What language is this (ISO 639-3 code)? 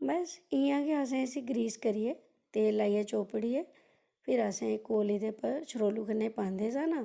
doi